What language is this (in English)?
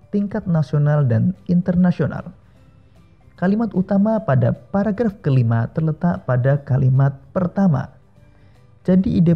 Indonesian